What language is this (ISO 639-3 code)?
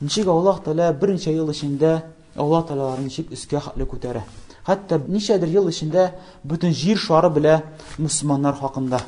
tat